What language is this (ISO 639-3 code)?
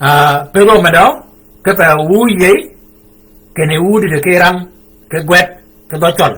shk